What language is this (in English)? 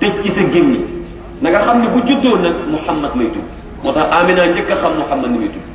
Wolof